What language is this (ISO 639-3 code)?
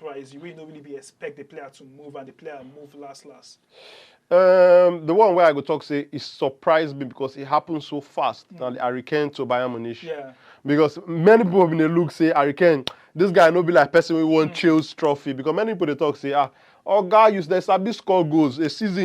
pcm